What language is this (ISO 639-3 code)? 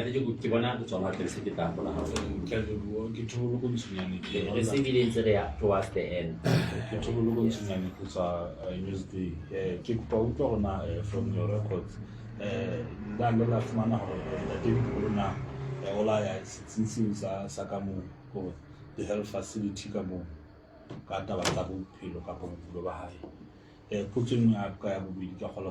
sot